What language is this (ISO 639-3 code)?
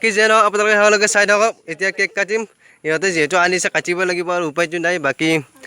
asm